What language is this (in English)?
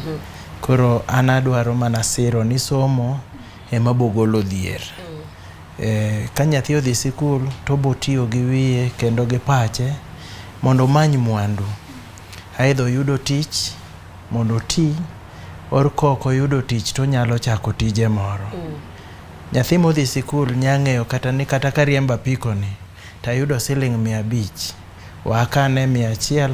Luo (Kenya and Tanzania)